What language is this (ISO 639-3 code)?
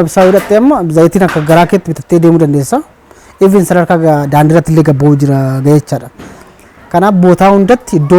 orm